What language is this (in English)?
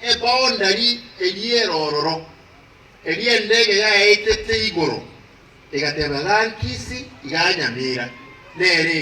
Gusii